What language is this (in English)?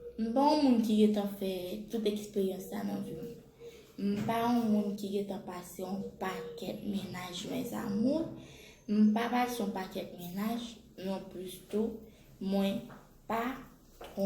Haitian Creole